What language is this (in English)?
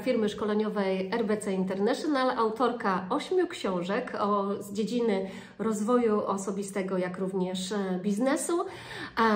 Polish